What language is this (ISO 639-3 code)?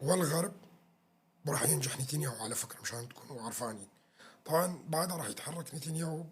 apc